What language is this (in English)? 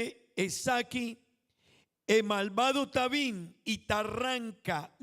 Papiamento